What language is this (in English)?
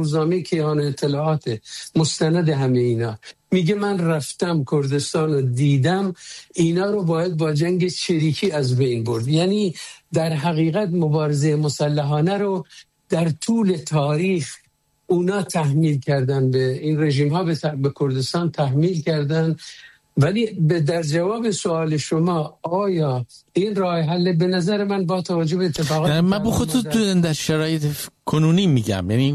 Persian